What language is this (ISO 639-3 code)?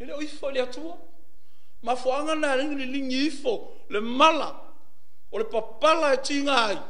smo